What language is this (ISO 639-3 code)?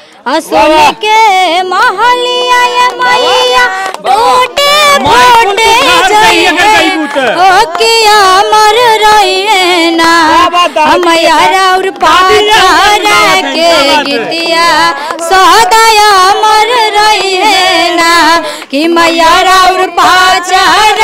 bho